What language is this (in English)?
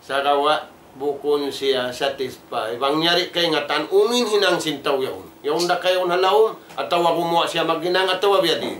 Tausug